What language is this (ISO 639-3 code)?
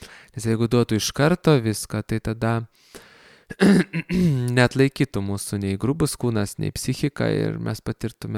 lit